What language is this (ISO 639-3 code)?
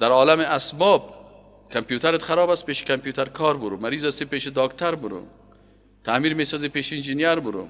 fas